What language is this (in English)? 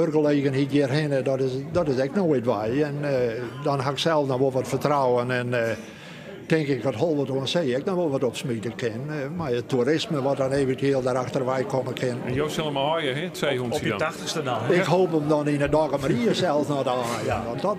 Western Frisian